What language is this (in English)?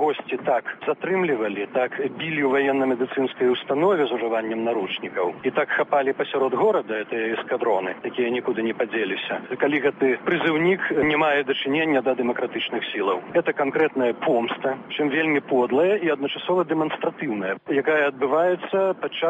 Belarusian